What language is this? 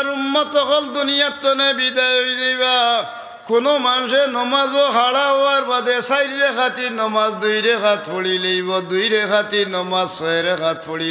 Sylheti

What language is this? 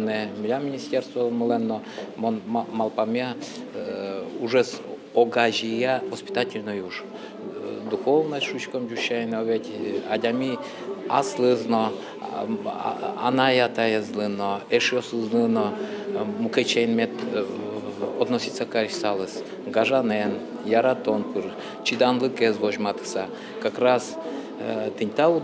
Udmurt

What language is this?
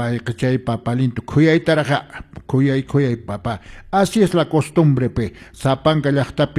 Quechua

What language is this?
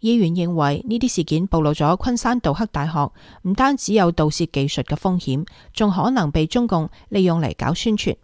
Cantonese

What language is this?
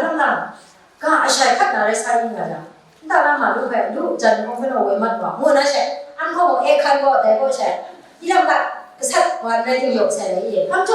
Kachin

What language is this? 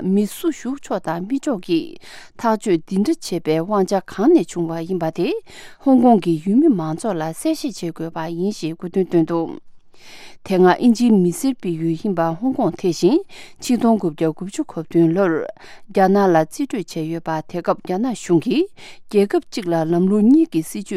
Tibetan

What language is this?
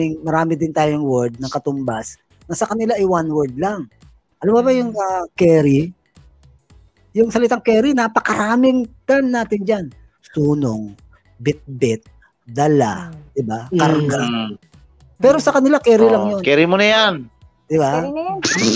Filipino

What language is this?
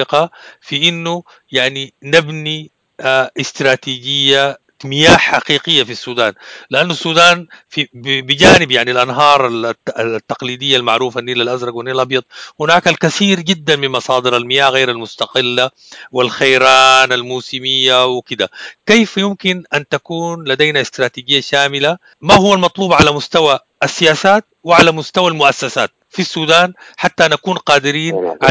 Sudanese Arabic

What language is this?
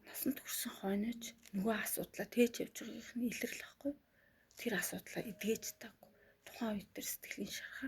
Mongolian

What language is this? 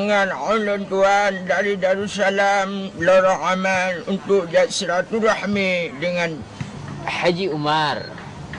Achinese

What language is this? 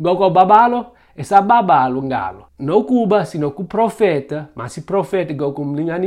Xhosa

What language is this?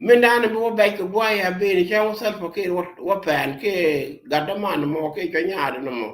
Nuer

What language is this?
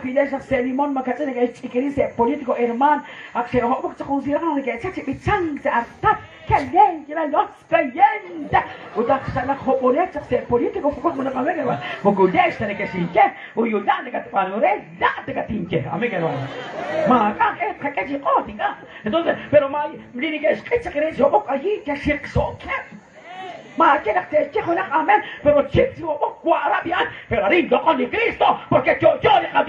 Kekchí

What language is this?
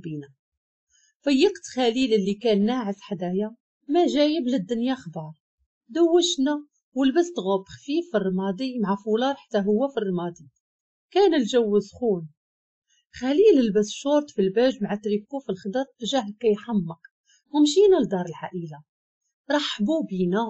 Moroccan Arabic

